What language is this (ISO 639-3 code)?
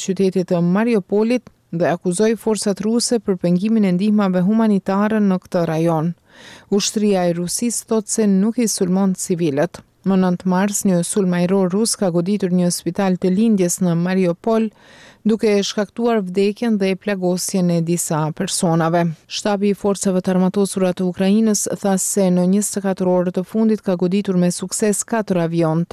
sqi